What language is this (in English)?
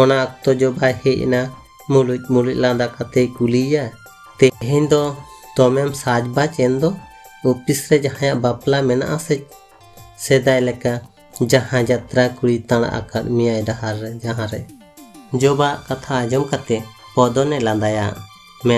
Santali